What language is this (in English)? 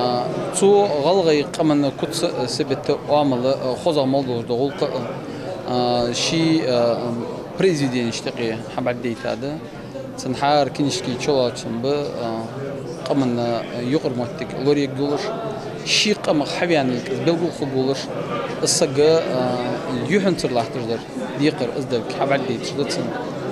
Ingush